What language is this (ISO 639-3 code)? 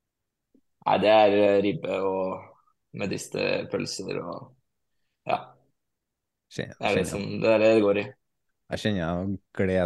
nor